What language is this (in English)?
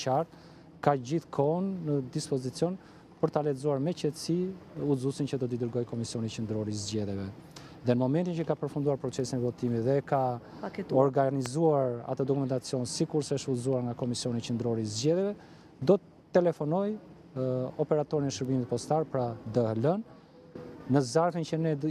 Albanian